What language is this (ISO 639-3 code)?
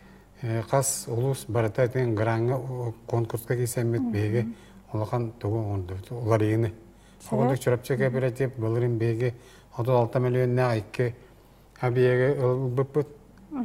sah